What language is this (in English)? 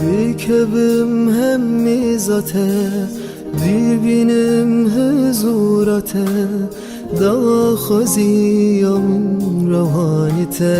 Kurdish